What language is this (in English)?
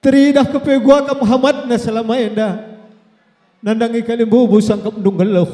Batak Karo